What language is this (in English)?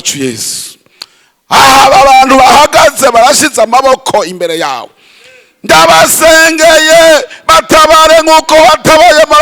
Rundi